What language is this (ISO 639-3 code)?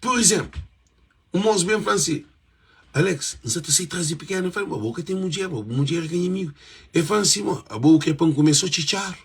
kea